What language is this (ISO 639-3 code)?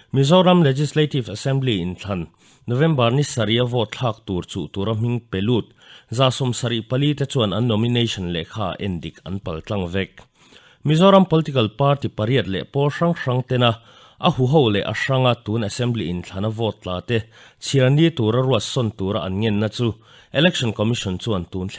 lus